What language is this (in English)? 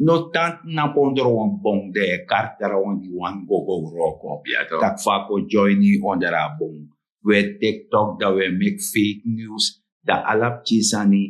Sranan Tongo